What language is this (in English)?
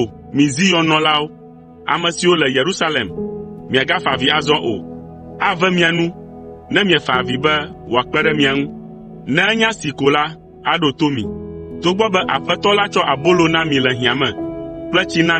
Ewe